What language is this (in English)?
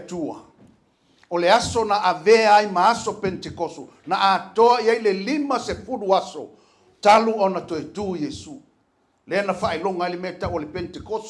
Samoan